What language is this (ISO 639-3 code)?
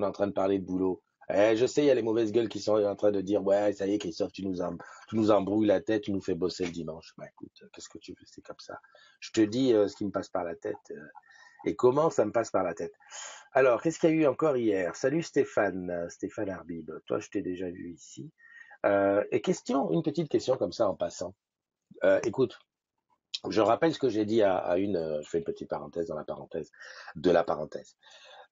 fra